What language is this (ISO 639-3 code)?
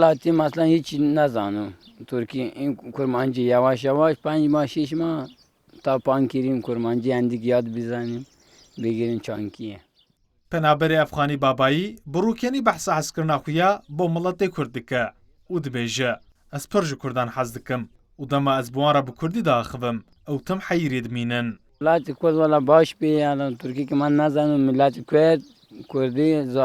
kur